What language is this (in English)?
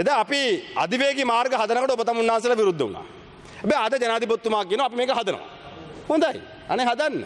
Sinhala